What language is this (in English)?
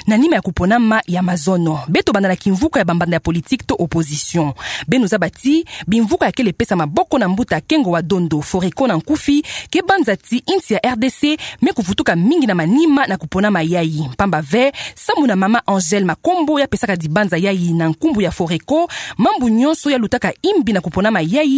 Kituba (Democratic Republic of Congo)